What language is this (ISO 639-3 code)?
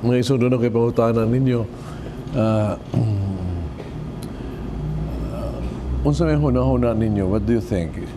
ceb